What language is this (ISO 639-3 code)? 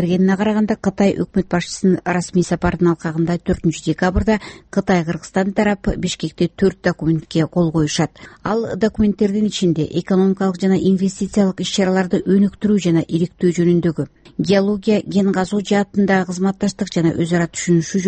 kir